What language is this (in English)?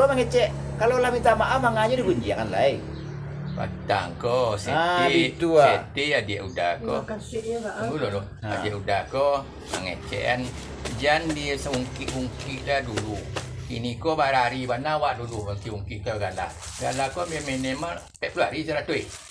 Minangkabau